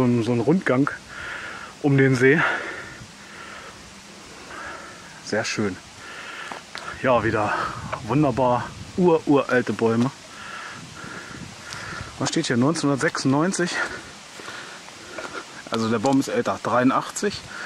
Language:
German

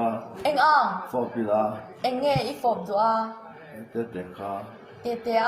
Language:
Mizo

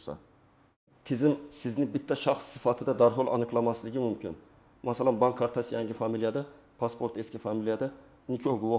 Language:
Uzbek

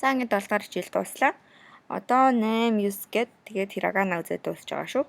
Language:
Mongolian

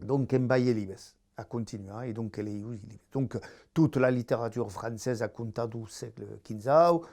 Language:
Occitan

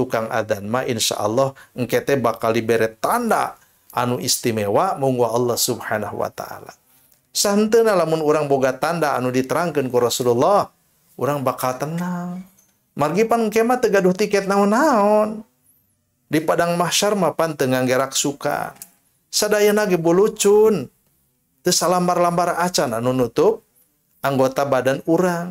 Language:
Sundanese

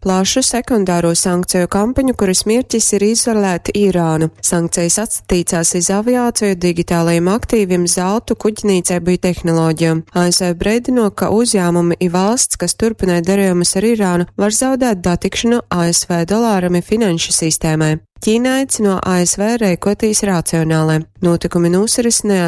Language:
Latgalian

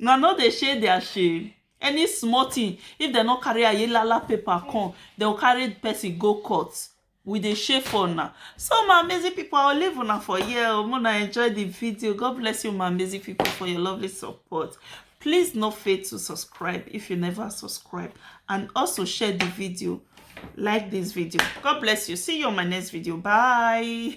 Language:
Nigerian Pidgin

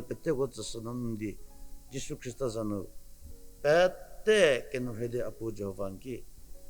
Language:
Angami Naga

